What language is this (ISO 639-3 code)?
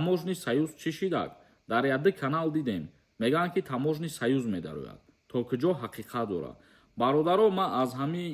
tgk